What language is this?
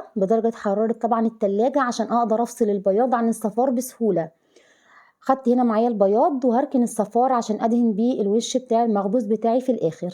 Egyptian Arabic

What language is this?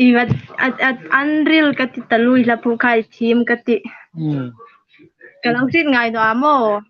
Hmar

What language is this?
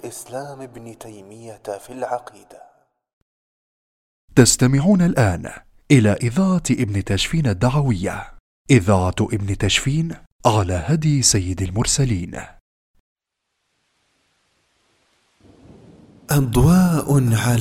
Arabic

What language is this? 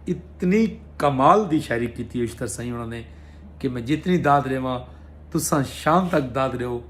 Saraiki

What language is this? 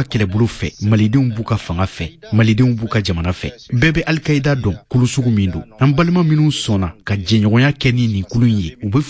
Bambara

